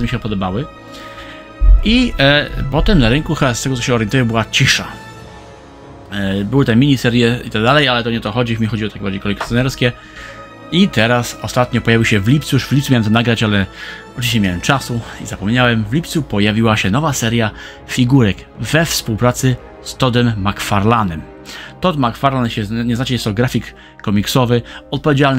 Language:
Polish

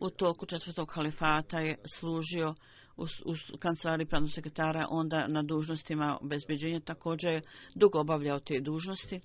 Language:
Bosnian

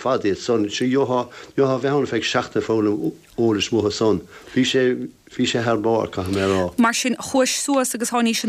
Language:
Irish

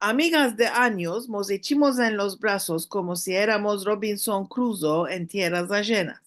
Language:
Ladino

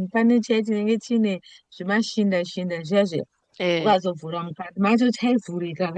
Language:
Shona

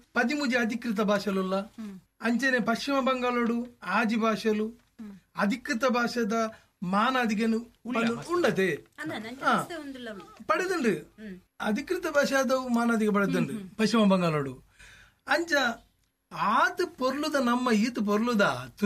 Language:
Tulu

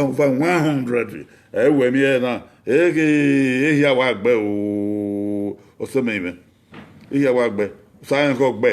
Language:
Bini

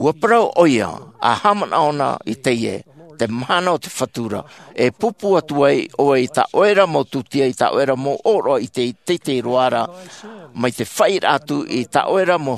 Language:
Tahitian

